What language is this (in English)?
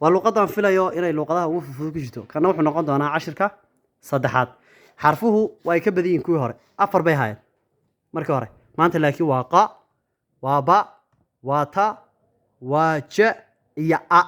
Somali